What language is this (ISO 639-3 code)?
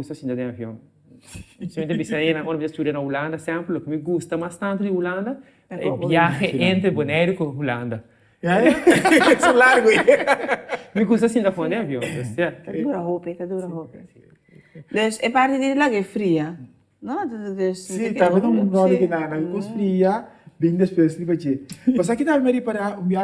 pap